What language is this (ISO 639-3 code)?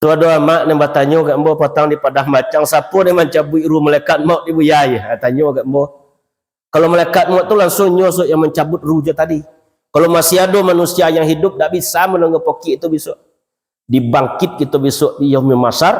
min